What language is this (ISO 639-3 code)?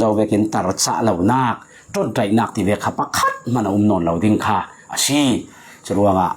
cfm